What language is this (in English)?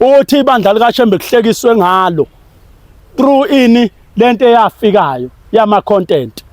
Zulu